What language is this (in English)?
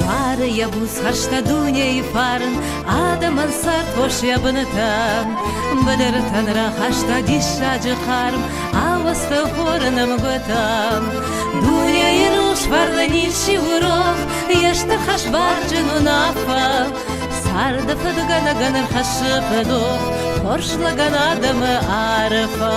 Ossetic